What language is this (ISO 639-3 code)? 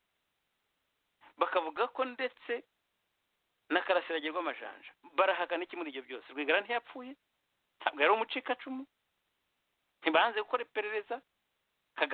kin